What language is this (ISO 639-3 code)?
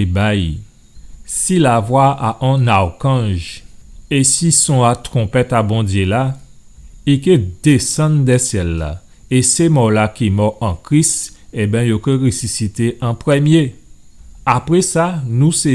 gcf